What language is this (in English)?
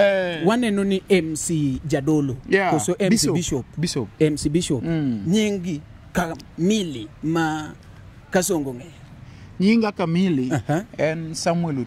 Luo (Kenya and Tanzania)